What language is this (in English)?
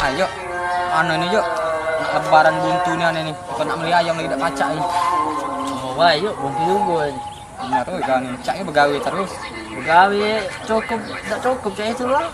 Musi